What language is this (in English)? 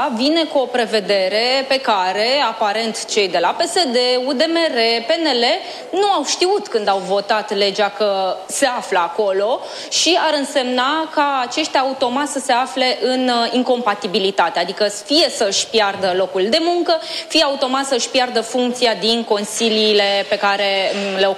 Romanian